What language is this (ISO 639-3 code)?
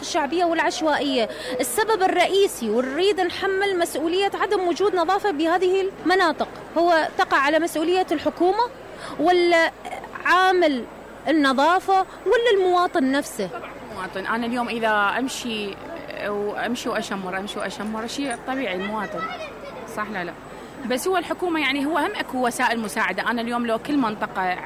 acm